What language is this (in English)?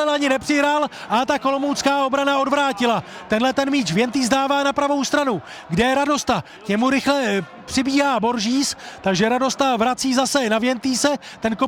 Czech